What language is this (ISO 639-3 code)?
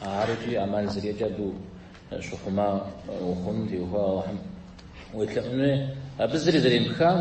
kbd